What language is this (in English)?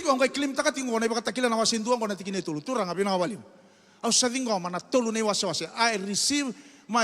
Fijian